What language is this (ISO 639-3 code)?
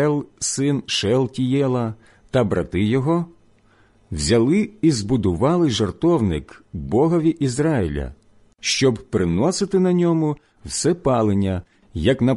ukr